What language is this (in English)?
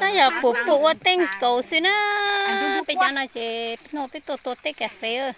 Hmong